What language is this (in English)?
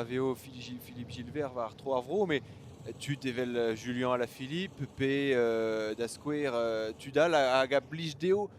Breton